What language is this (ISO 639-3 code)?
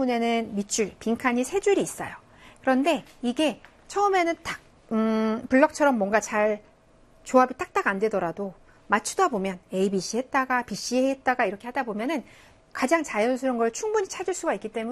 kor